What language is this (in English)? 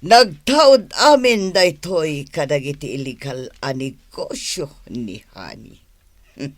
Iloko